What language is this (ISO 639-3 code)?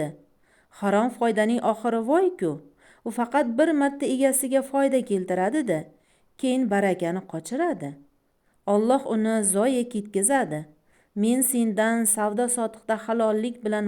uzb